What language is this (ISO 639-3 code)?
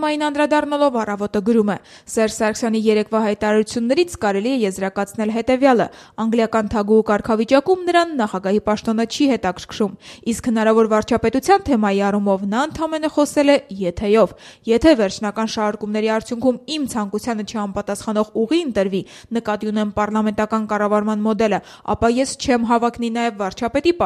hye